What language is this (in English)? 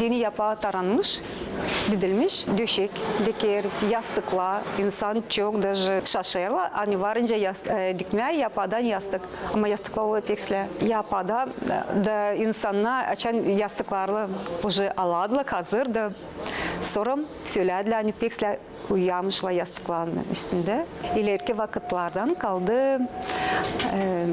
Gagauz